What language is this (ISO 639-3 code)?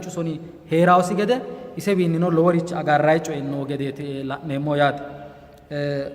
sid